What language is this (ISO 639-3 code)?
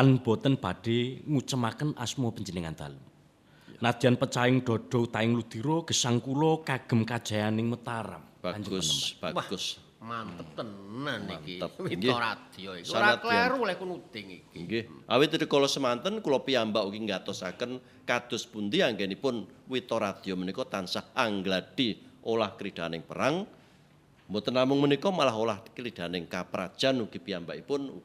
jav